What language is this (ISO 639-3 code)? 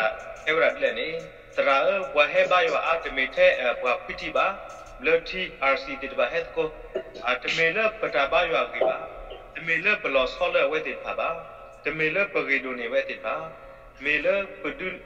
ksw